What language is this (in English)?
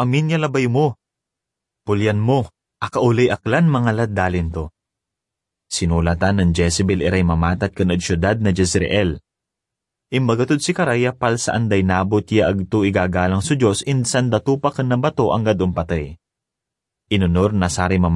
Pangasinan